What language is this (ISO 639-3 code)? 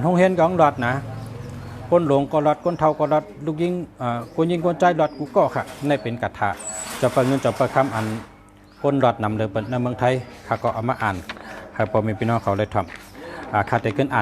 shn